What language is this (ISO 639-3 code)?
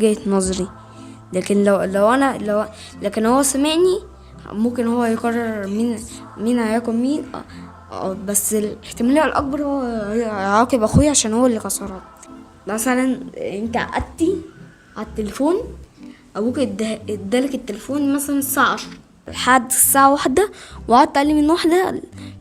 arz